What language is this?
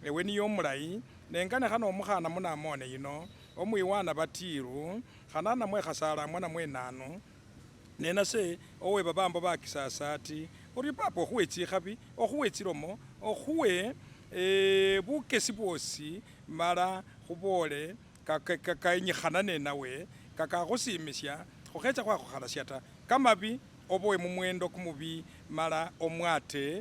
Masaaba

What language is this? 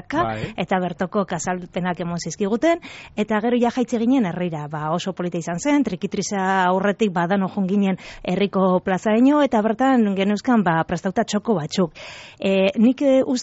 Basque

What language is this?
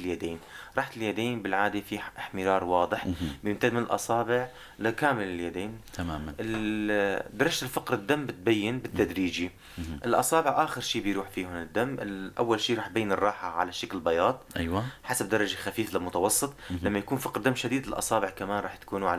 North Levantine Arabic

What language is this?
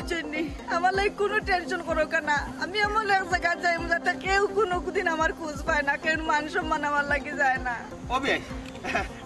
Sylheti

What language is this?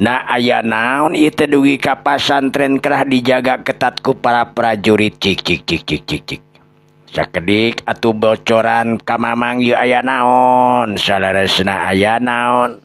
Sundanese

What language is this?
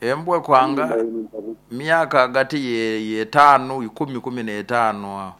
Nyoro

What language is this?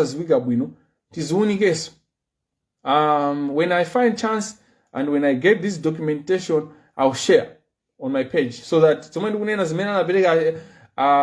Nyanja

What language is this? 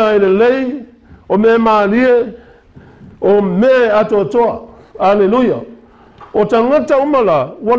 Samoan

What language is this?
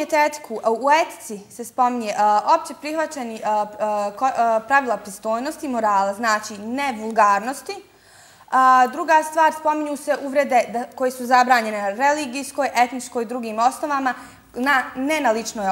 Bosnian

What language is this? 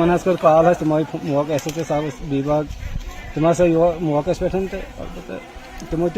Kashmiri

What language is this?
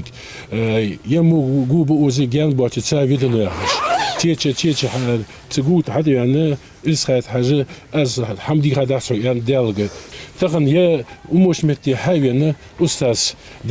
Ingush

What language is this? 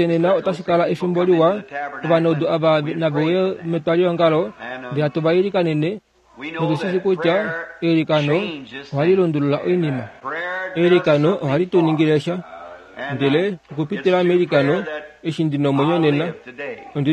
Kuanyama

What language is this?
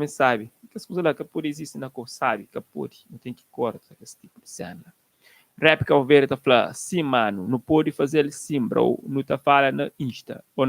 Kabuverdianu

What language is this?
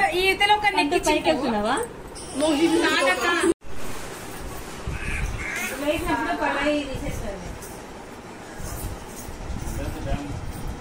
Telugu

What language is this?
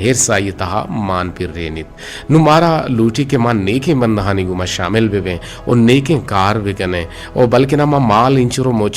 Eastern Balochi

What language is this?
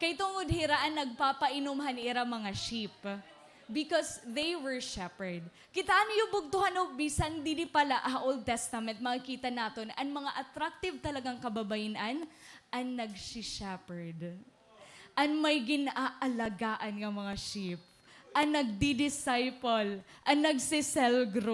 Waray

